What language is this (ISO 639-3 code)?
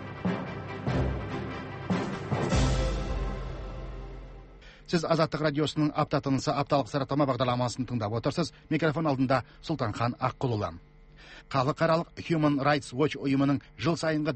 kaz